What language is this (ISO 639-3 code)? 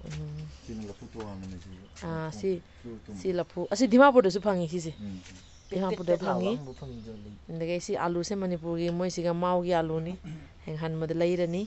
mni